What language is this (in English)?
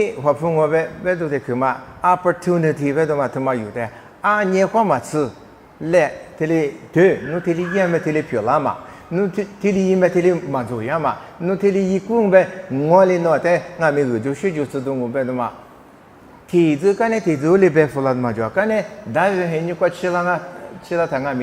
Lisu